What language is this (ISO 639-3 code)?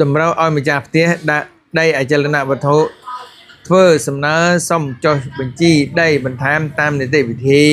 khm